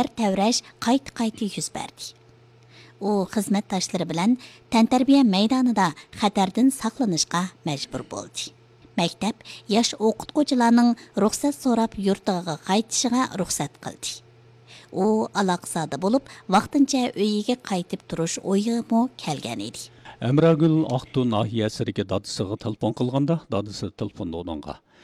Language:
Uyghur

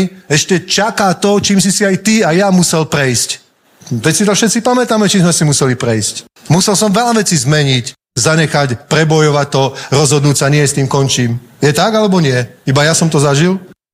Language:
Slovak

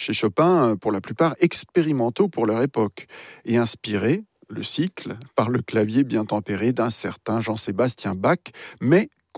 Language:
French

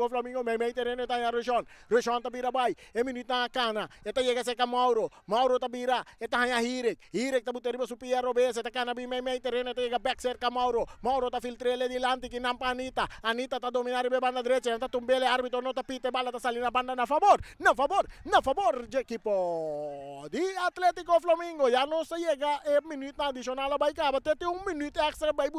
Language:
Papiamento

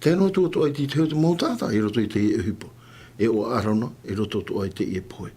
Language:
Tahitian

